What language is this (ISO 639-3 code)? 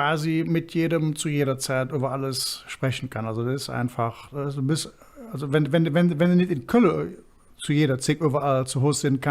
ksh